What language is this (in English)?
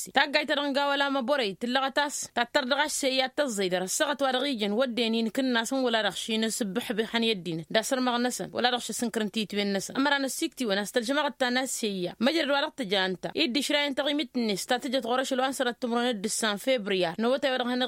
Tamasheq